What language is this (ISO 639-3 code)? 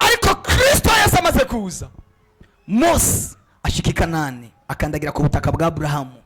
run